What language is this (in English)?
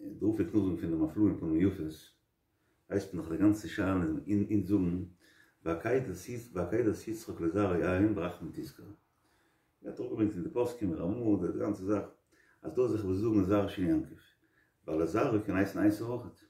Yiddish